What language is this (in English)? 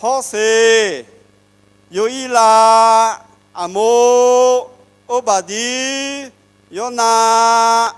Akha